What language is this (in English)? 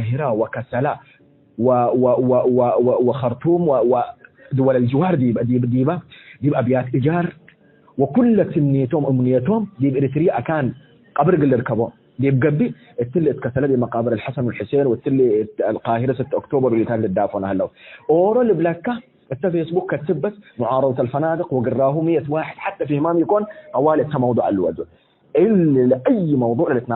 Tigre